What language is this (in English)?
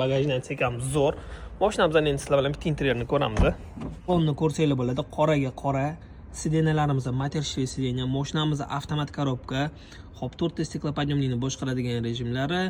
Uzbek